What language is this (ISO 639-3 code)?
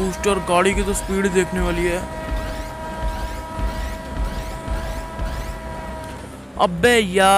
hin